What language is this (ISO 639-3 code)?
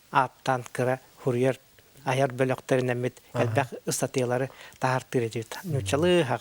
sah